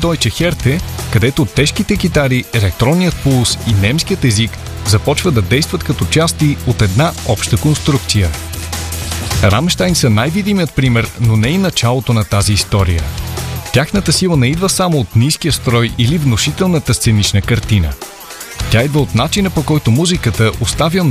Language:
Bulgarian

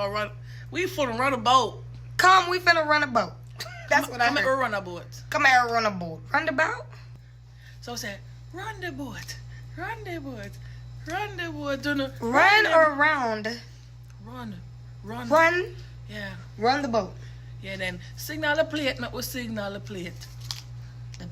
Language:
Jamaican Creole English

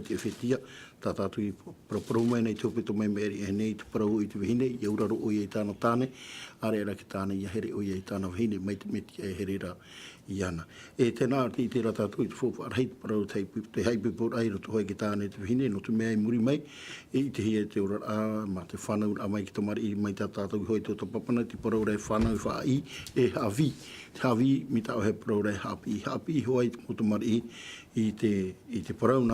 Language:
Tahitian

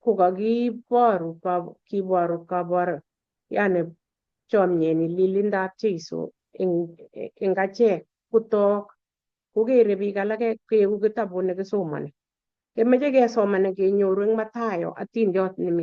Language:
Kalenjin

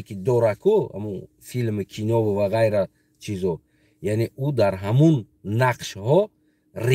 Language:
Tajik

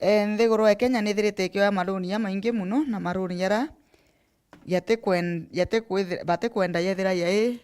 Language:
Meru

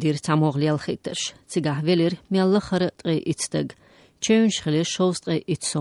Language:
Chechen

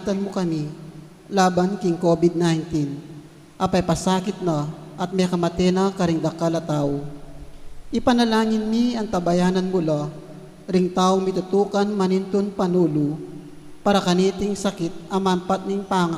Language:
Pampanga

